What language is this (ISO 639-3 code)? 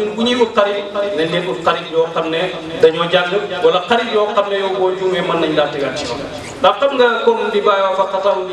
wol